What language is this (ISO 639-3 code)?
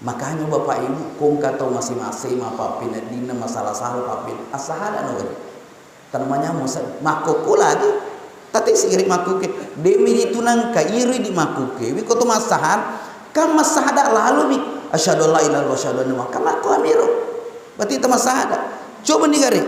bug